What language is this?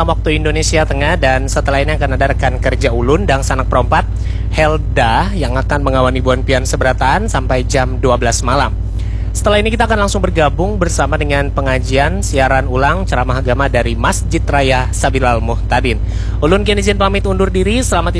Banjar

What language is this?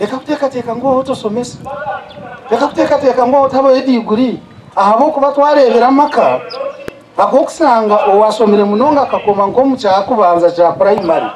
Nyankole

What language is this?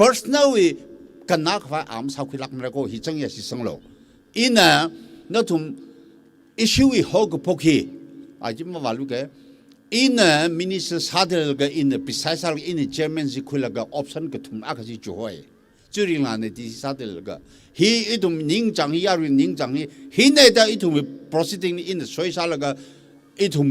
Tangkhul Naga (India)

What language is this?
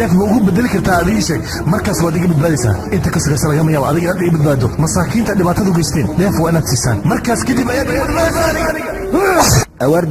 Somali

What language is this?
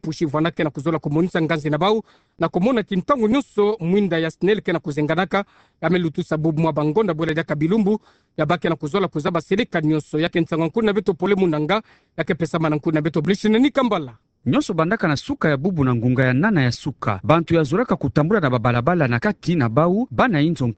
Kituba (Democratic Republic of Congo)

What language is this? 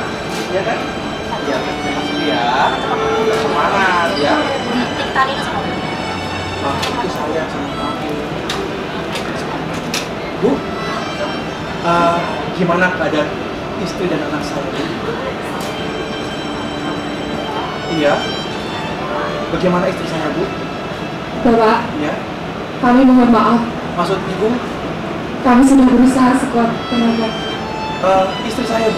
Indonesian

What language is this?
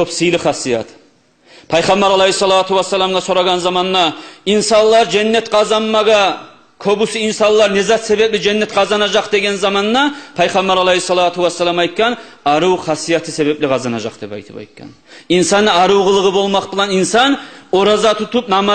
Kumyk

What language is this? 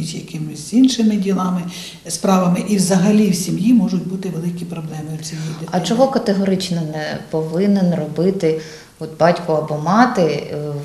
Ukrainian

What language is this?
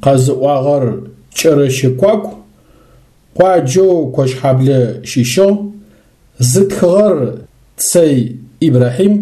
Adyghe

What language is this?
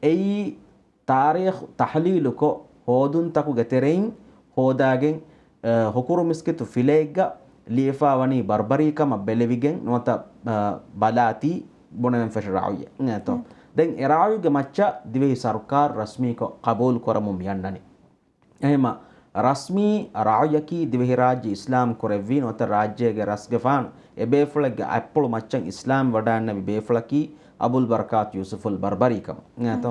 Divehi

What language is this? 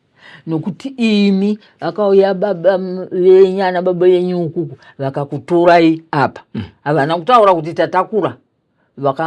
Shona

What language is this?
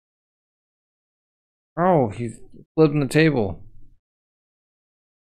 English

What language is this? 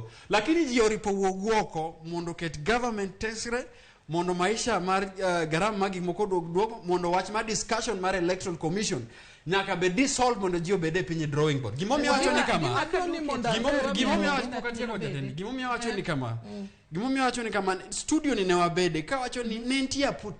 Luo (Kenya and Tanzania)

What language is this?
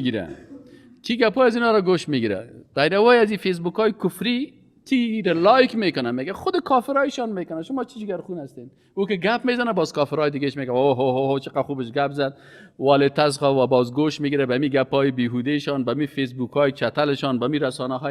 Persian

